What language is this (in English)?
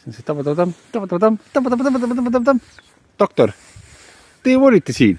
Estonian